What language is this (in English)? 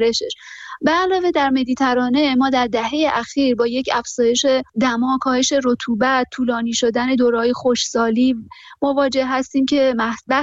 Persian